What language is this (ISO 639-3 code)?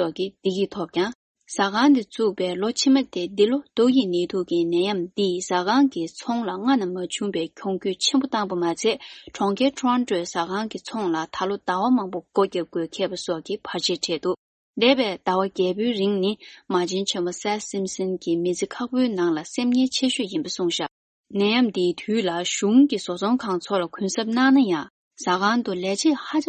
bod